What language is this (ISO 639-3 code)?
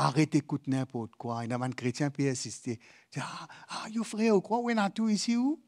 mfe